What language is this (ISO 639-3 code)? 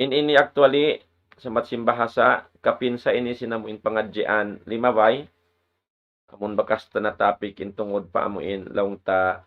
tsg